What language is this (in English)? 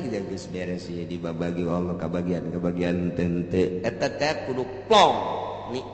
Sundanese